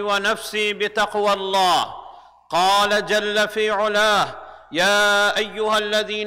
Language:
Urdu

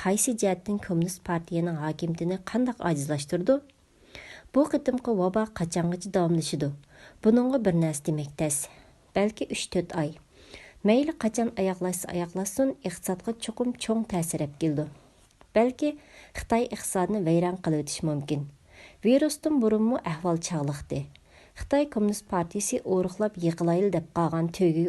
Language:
Uyghur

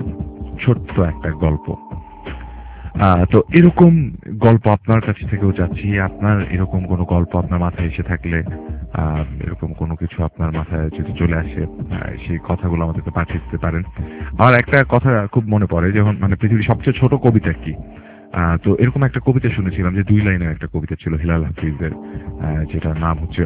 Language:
Bangla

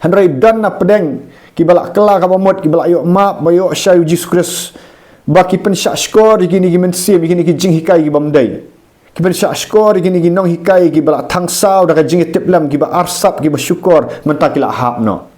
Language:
Khasi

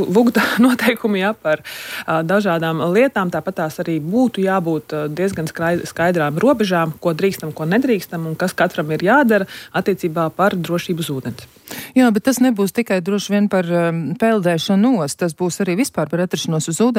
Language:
Latvian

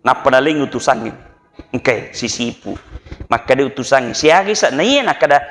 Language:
Buginese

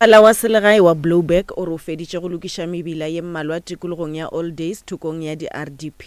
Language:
Northern Sotho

